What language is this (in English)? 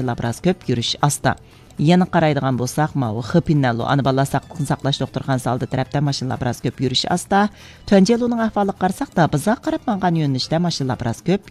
Uyghur